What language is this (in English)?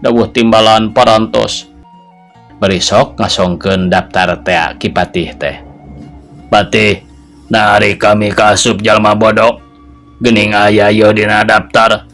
Sundanese